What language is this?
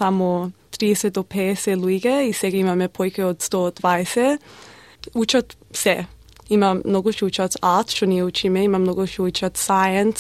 Macedonian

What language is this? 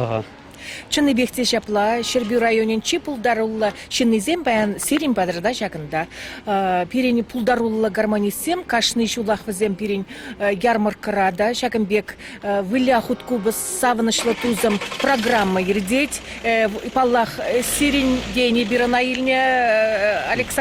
Chuvash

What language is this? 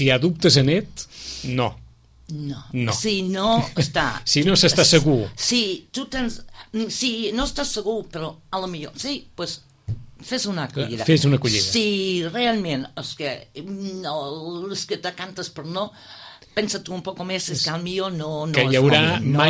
Catalan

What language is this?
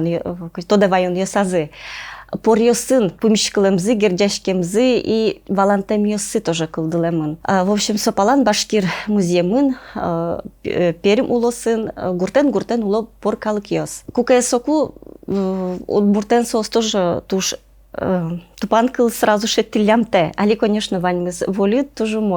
Udmurt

